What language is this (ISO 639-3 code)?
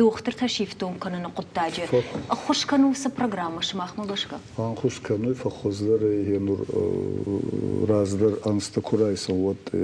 oss